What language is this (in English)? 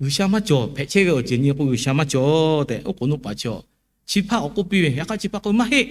Lahu